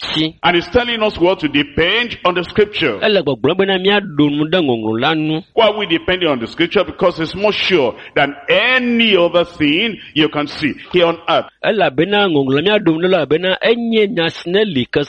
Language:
Ewe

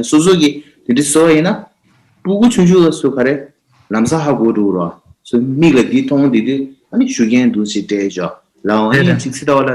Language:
Tibetan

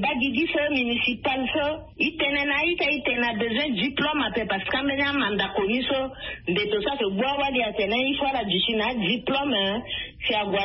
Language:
Sango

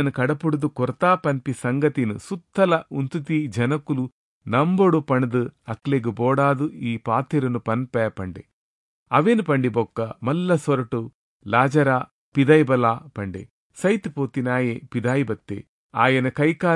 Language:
Tulu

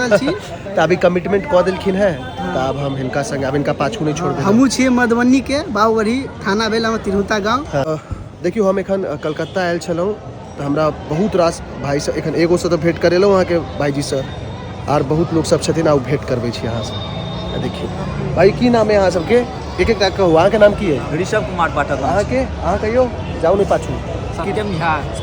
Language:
Maithili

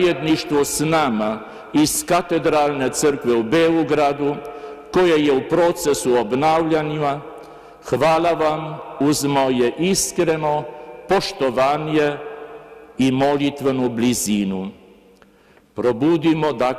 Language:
Croatian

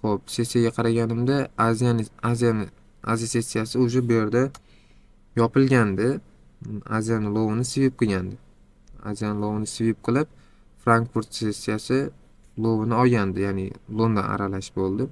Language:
Uzbek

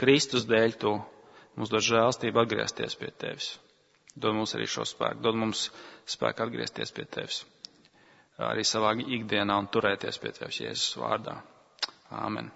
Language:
Latvian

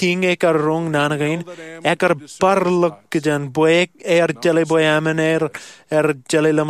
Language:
Marshallese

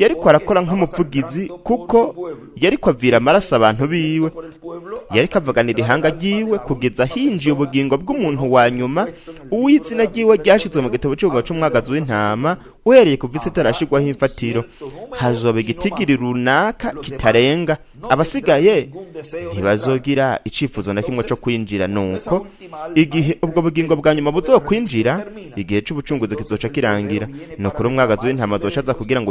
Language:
Rundi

